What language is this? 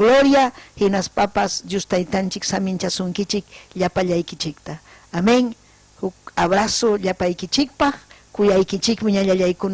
Ayacucho Quechua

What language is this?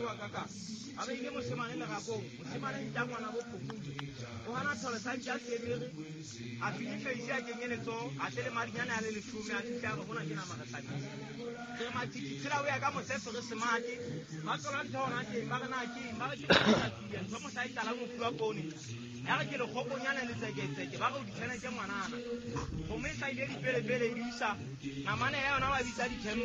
Southern Sotho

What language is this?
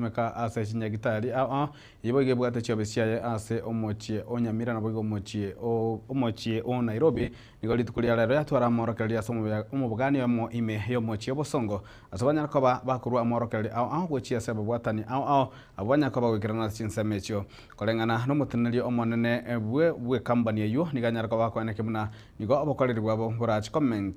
Gusii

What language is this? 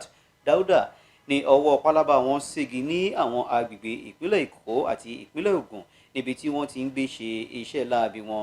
Yoruba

